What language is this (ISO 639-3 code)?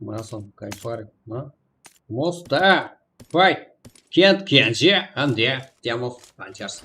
kaa